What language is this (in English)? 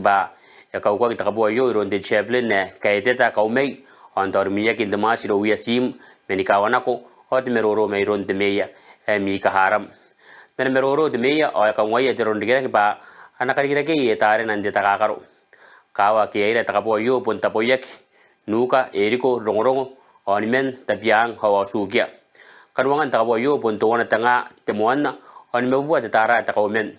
Gilbertese